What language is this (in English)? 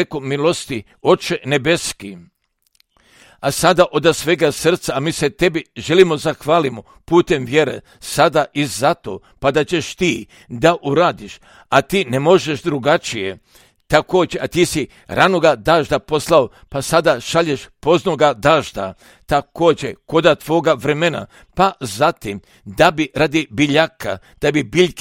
Croatian